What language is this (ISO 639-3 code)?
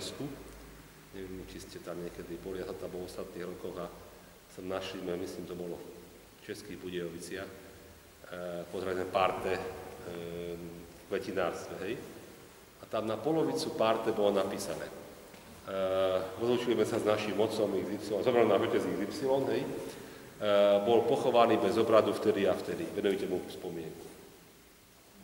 slk